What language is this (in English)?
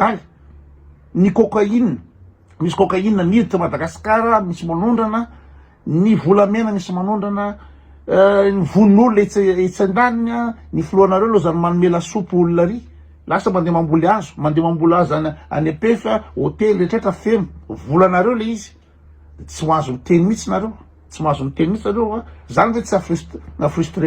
Malagasy